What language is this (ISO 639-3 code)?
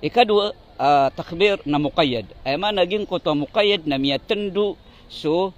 mrw